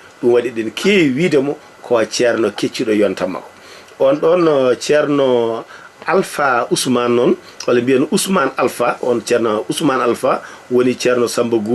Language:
Fula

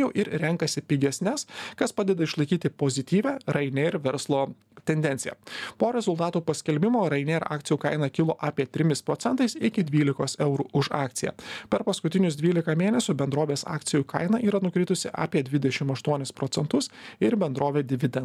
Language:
Lithuanian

